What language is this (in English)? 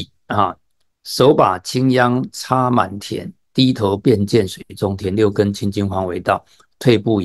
Chinese